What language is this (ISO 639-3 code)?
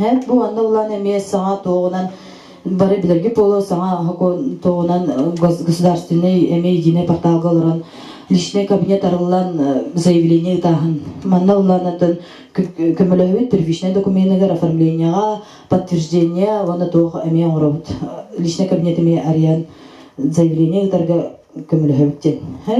sah